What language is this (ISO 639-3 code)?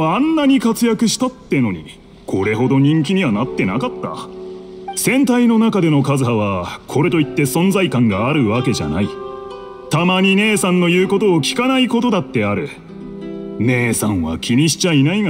jpn